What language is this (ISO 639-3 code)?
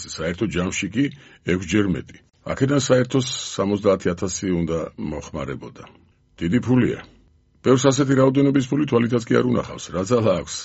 kat